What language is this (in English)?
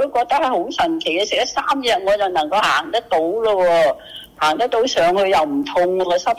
Cantonese